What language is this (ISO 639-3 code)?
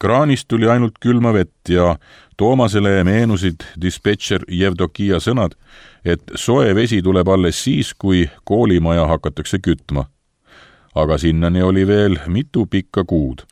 est